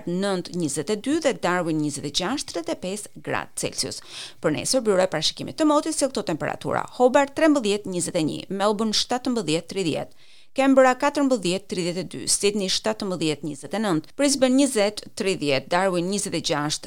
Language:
Albanian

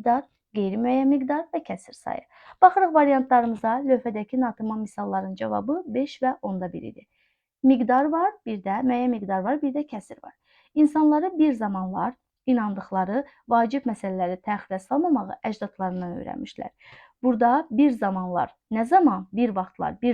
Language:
Azerbaijani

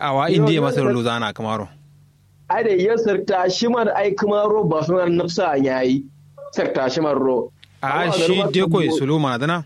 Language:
Kanuri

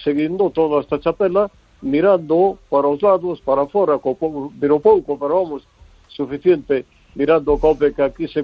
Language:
Galician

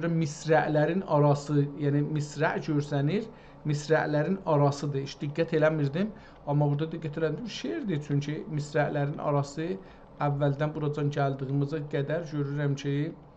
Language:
South Azerbaijani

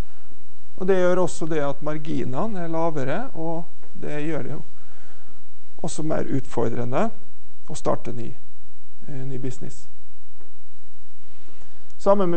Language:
Norwegian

